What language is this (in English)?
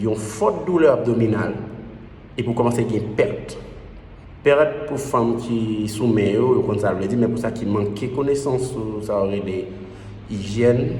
Haitian Creole